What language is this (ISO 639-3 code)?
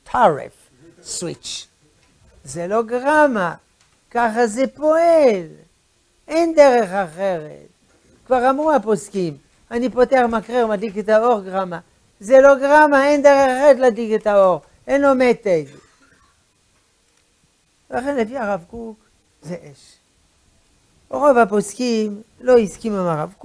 heb